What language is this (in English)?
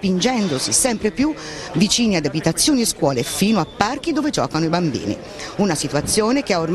Italian